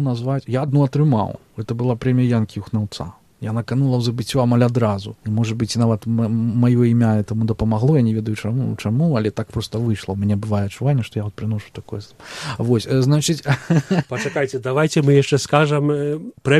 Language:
Belarusian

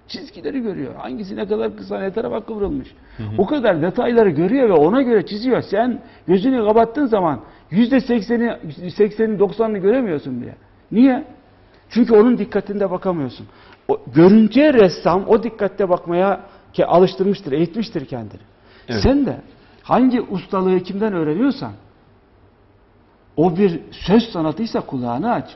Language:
Turkish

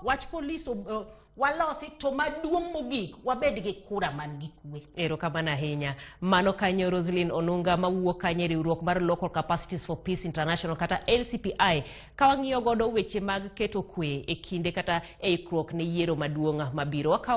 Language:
Luo (Kenya and Tanzania)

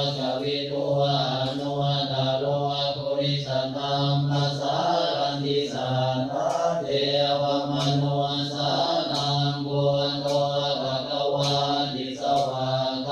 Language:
Pali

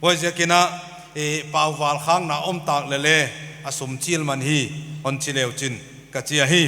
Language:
Paite Chin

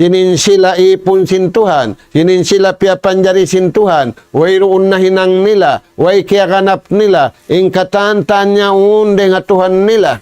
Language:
Tausug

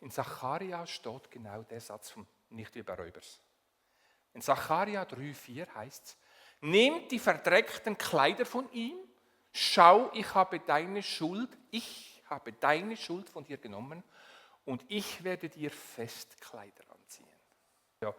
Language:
Swiss German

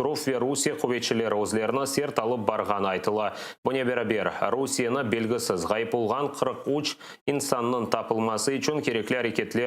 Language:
Crimean Tatar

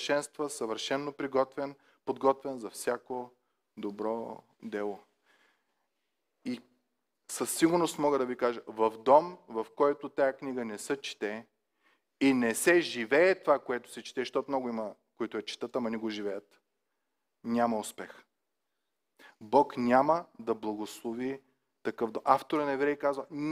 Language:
Bulgarian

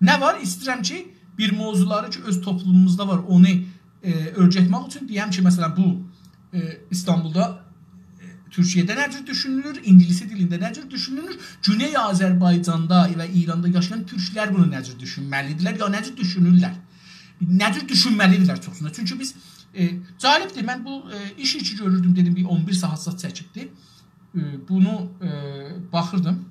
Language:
South Azerbaijani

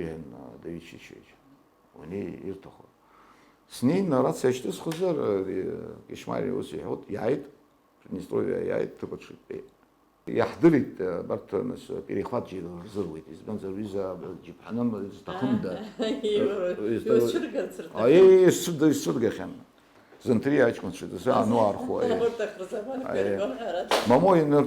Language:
Abkhazian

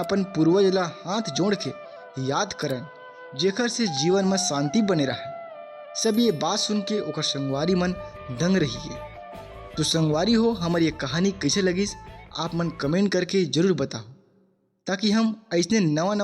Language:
Chhattisgarhi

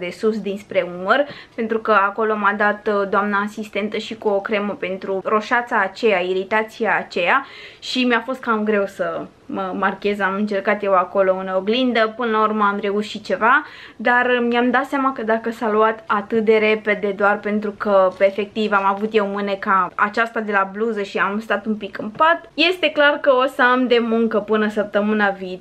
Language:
Romanian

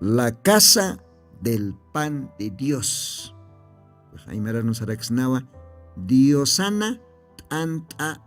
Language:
Aymara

